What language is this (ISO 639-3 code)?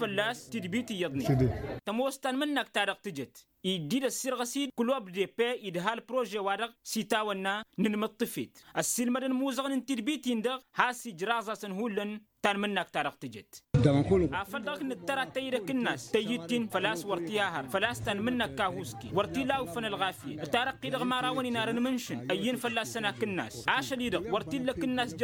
taq